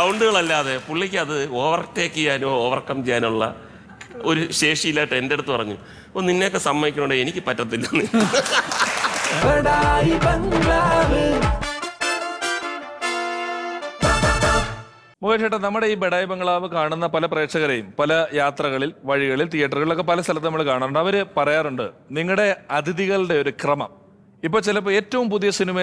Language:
Malayalam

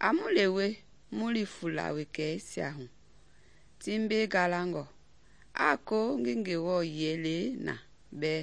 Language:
Mende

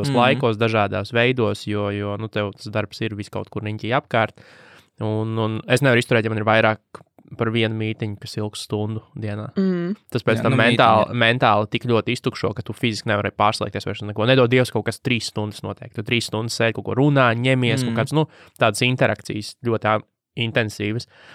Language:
Latvian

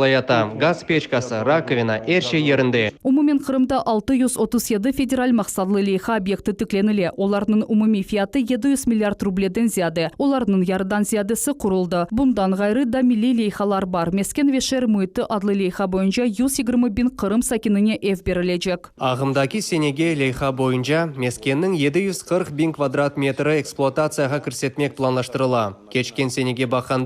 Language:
Crimean Tatar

